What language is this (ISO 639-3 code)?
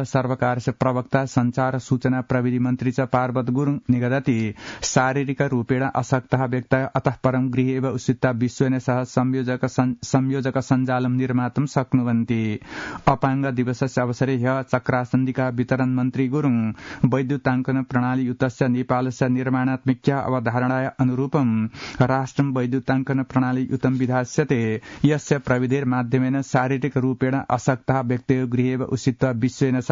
san